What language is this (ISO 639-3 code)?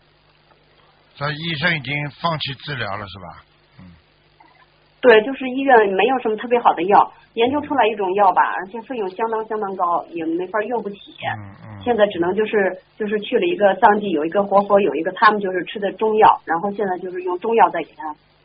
zho